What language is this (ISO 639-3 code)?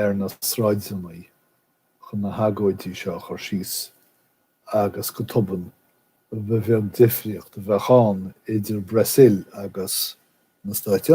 gle